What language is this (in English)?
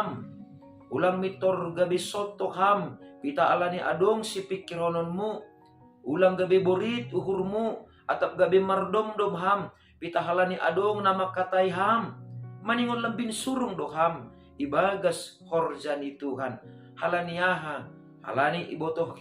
Batak Simalungun